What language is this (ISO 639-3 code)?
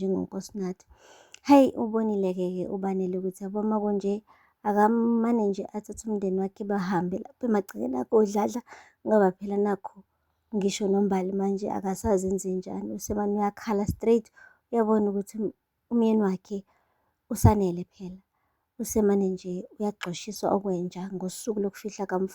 zul